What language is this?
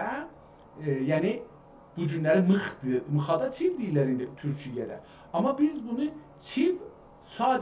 South Azerbaijani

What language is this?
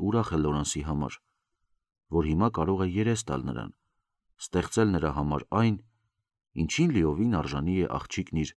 Armenian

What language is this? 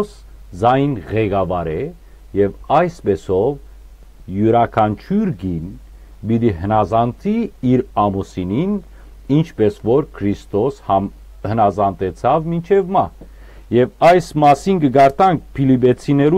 Western Armenian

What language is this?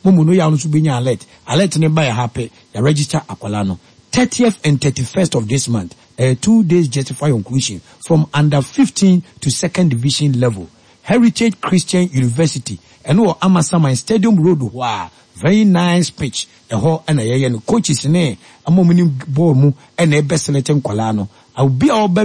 Akan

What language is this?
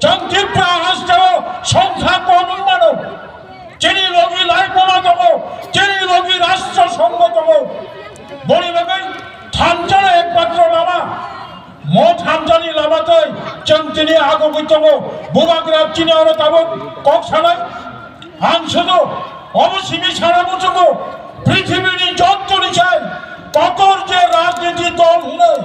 Kok Borok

